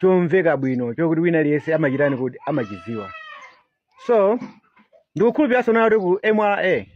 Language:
Nyanja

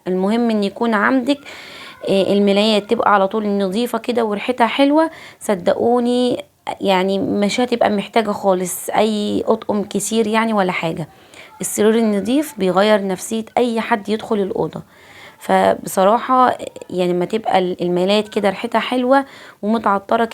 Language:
Egyptian Arabic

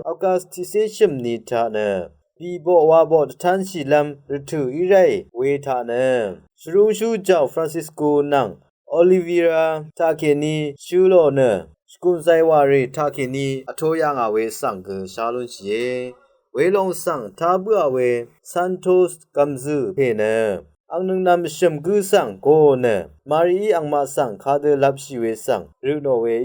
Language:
Rawang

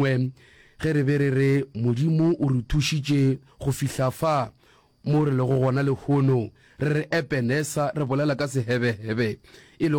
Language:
Northern Sotho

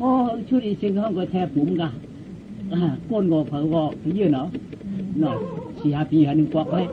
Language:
Shan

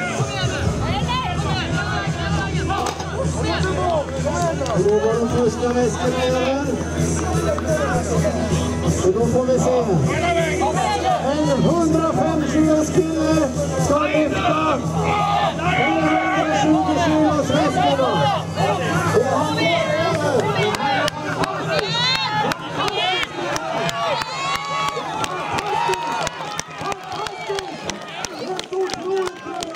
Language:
Swedish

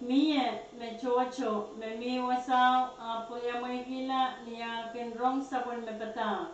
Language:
Pohnpeian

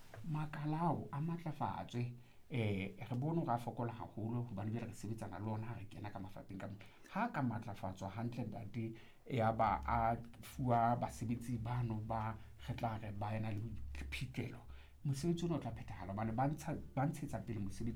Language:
Southern Sotho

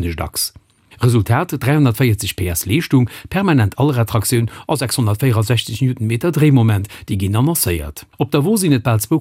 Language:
Luxembourgish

